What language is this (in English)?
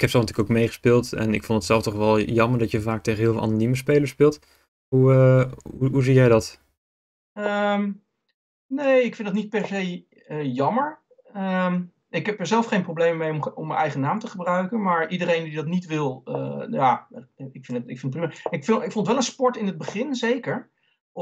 Dutch